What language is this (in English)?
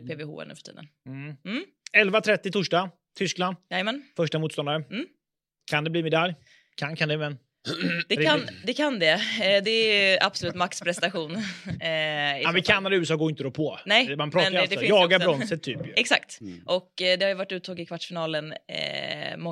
Swedish